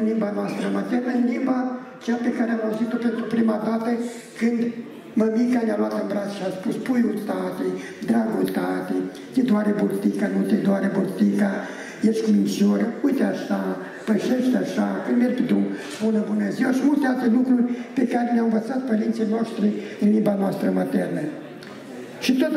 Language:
Romanian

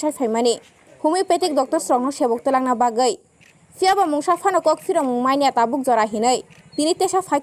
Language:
Kok Borok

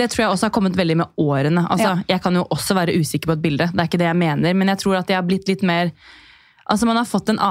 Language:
Norwegian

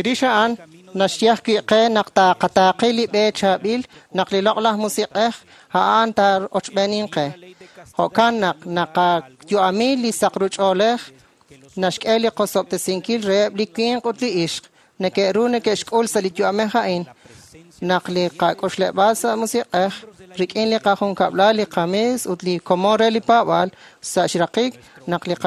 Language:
Kekchí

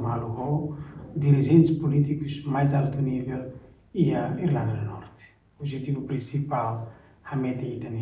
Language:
Tetum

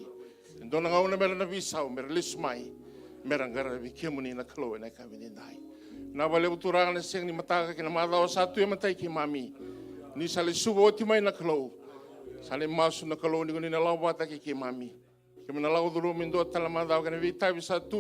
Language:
Fijian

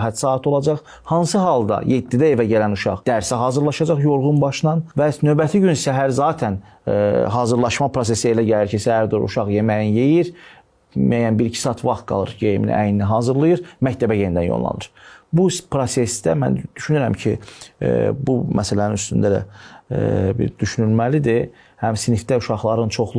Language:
Azerbaijani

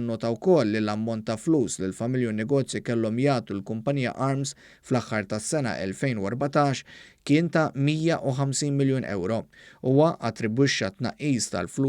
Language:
Maltese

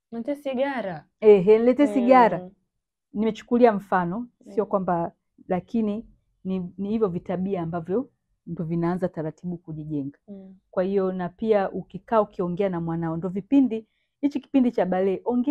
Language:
Swahili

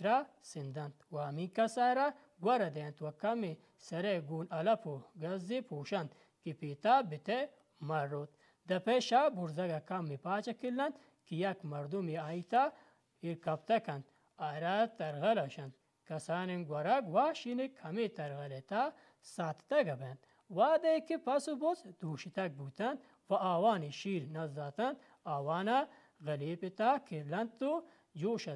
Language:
Baluchi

